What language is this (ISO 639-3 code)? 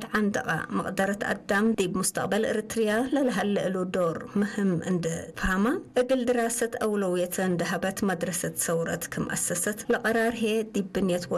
tig